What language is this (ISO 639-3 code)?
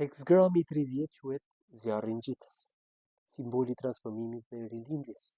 sqi